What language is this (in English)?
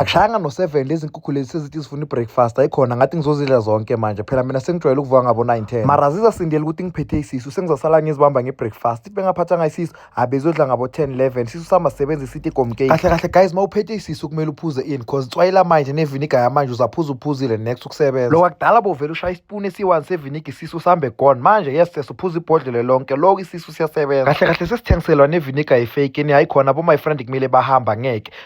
Zulu